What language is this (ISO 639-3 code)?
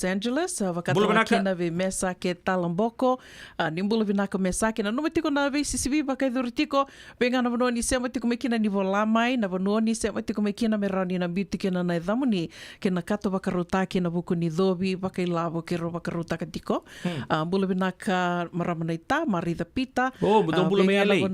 fij